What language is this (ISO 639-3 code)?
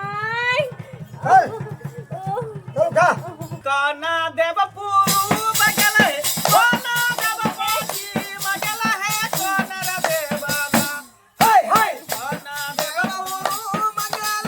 mai